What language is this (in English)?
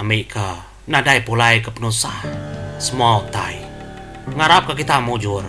Iban